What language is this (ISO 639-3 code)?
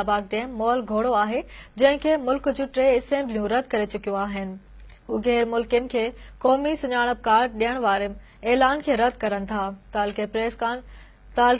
snd